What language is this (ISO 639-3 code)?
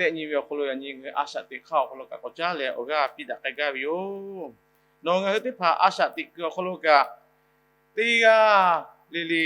lhu